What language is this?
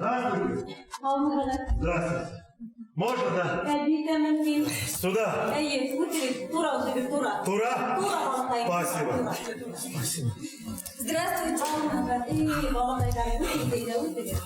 Bashkir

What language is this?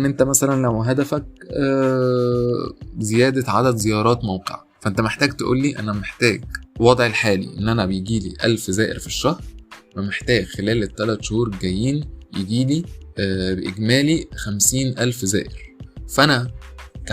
Egyptian Arabic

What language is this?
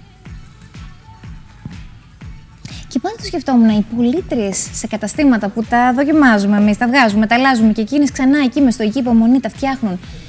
Greek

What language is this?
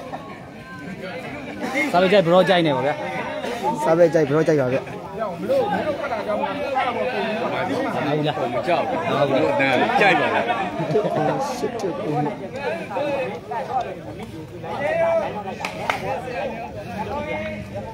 Burmese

